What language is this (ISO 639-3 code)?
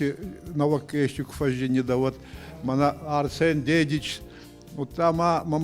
oss